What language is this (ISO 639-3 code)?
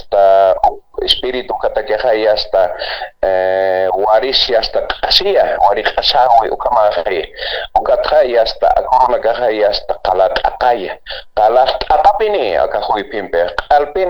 aym